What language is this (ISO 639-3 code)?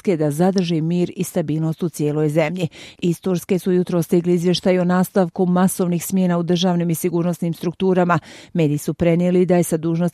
srp